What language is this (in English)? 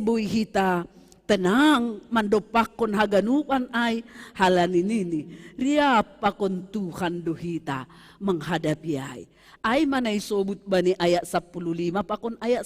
Batak Simalungun